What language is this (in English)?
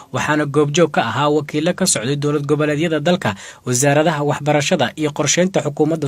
Somali